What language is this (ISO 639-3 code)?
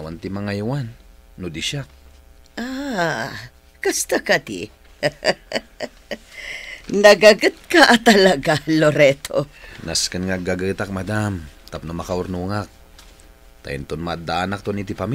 ilo